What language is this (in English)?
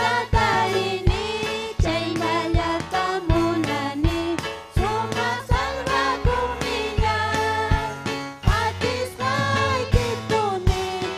Ayacucho Quechua